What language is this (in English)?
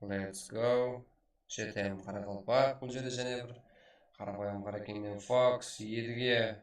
Kara-Kalpak